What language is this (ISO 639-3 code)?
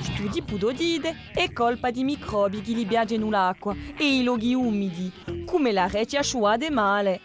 cos